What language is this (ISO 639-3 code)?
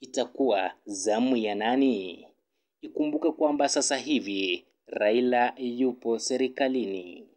swa